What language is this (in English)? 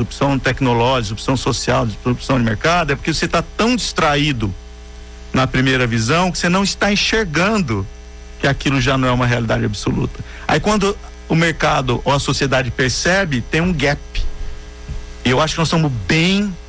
Portuguese